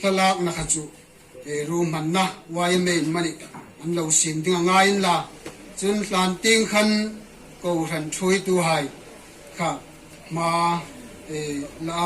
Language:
Hmar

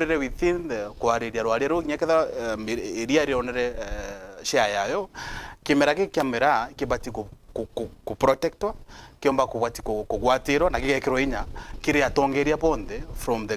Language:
Meru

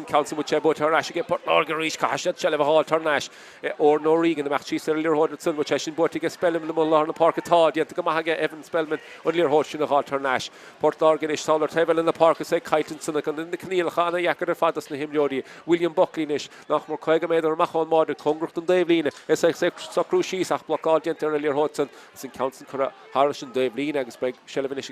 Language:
Irish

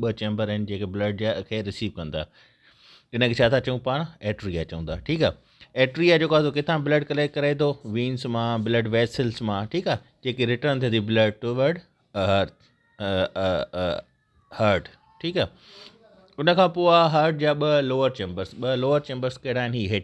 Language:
Sindhi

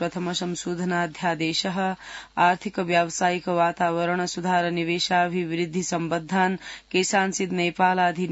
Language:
Sanskrit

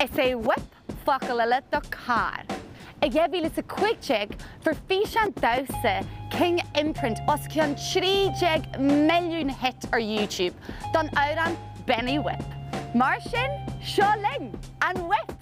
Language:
Irish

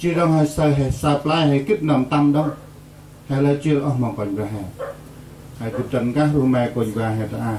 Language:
Central Mnong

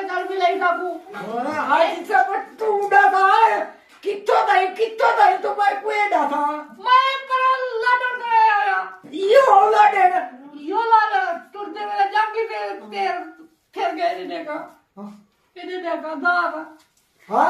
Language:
Saraiki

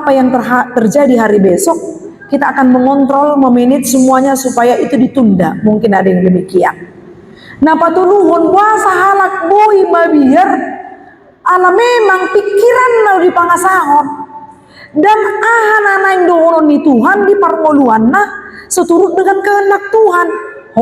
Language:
Batak Toba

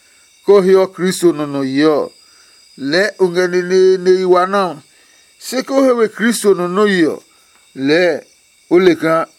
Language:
Adangme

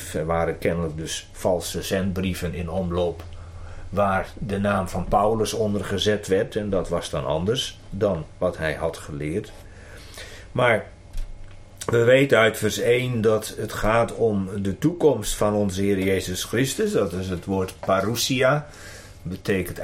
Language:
Dutch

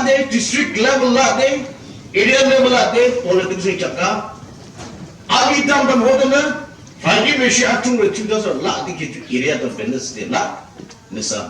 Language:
Yimchungru Naga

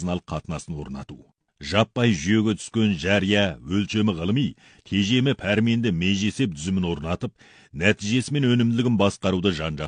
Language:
Kazakh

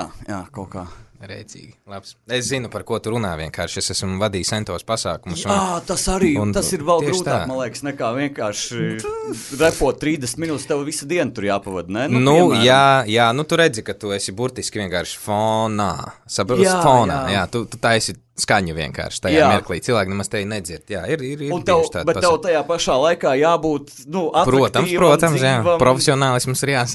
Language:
Latvian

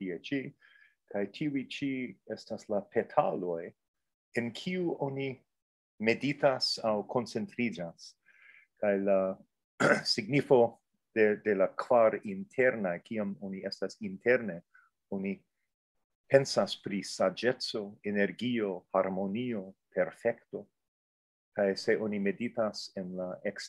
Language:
Esperanto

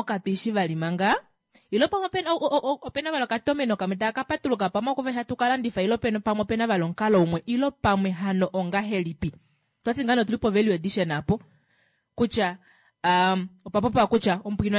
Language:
Kuanyama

